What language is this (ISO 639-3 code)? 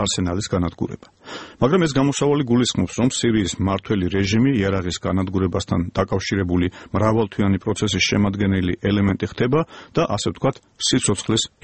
kat